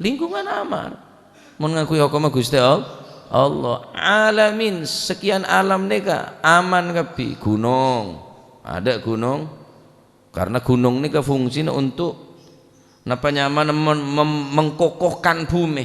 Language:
Madurese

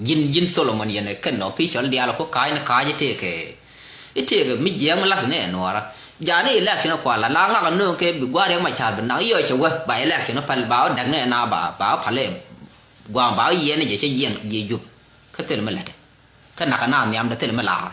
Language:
Nuer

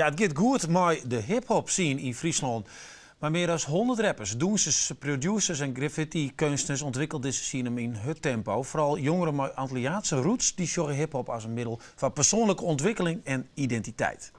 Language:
Western Frisian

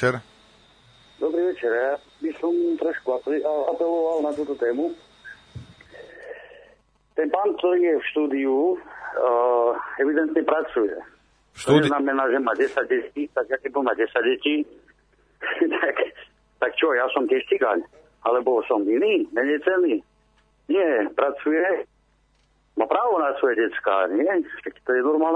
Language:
Slovak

